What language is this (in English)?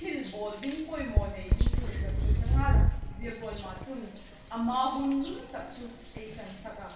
Vaiphei